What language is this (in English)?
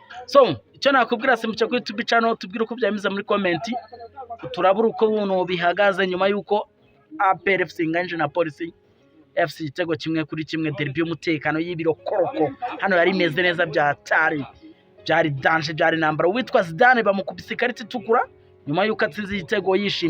Kinyarwanda